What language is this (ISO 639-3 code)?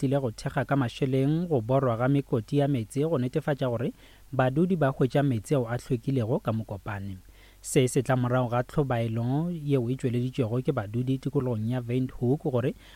nso